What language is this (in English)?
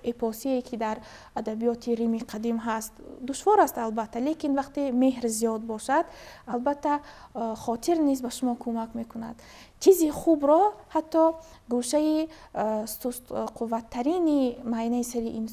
Tajik